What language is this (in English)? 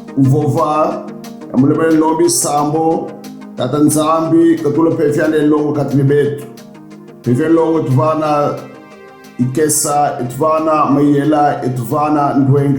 Kongo